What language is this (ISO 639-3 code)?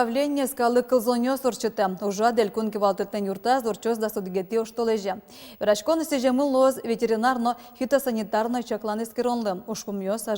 udm